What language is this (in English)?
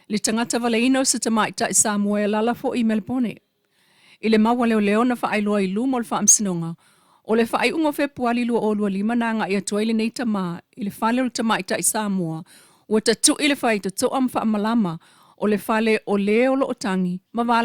Samoan